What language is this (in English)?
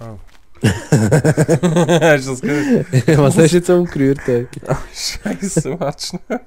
Swiss German